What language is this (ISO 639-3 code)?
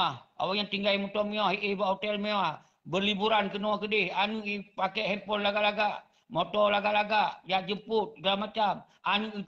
ace